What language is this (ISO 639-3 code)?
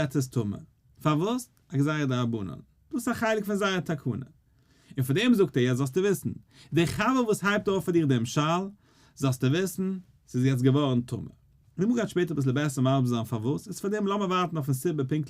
yid